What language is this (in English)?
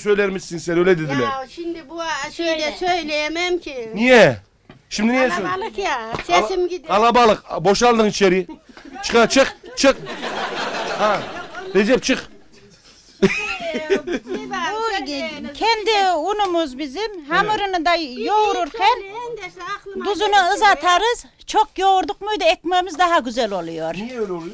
Turkish